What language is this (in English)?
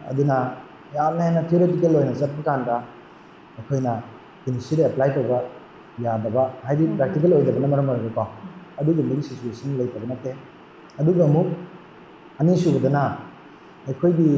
Manipuri